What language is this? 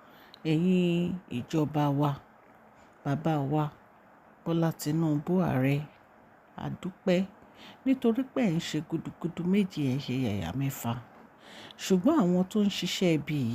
Yoruba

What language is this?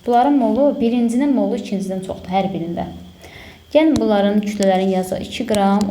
Azerbaijani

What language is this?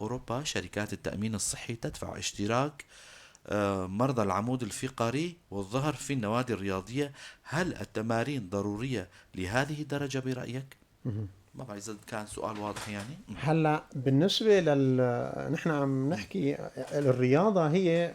North Levantine Arabic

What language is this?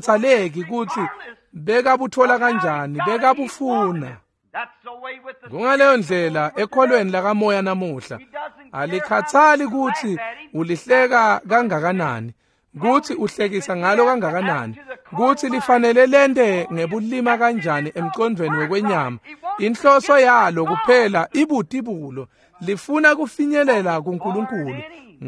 Swati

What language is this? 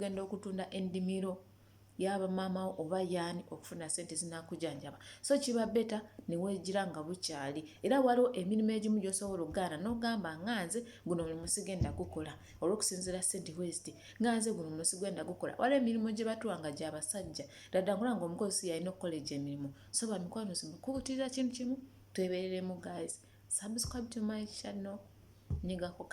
Ganda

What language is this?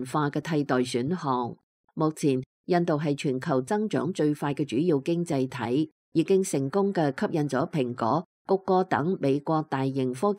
Cantonese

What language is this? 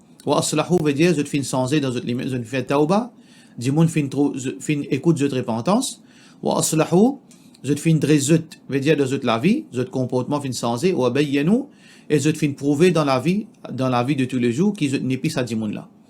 Morisyen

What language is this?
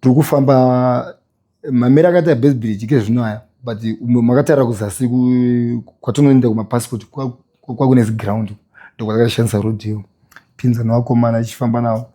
Shona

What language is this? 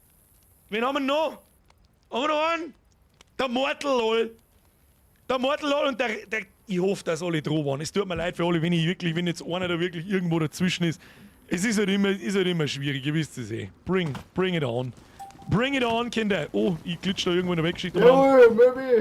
Bavarian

